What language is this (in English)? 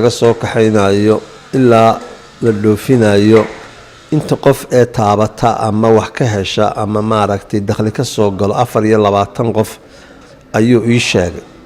Somali